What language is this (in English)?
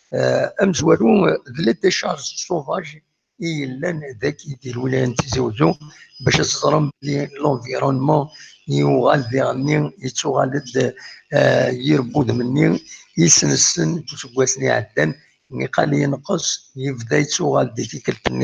Kabyle